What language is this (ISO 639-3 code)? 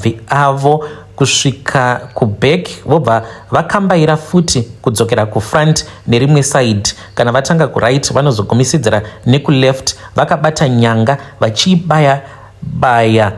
sna